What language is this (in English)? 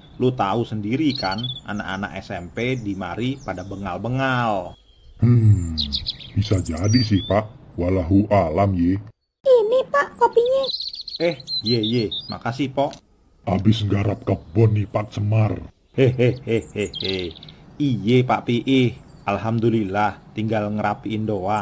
Betawi